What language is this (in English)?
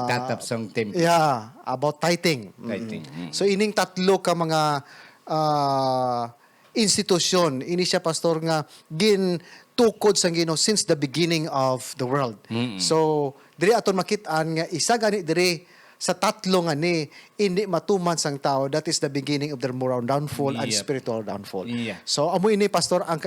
Hiligaynon